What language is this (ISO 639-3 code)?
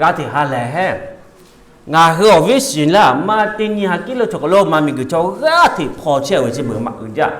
lhu